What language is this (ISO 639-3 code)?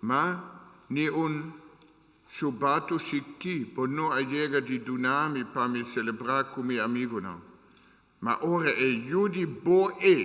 pap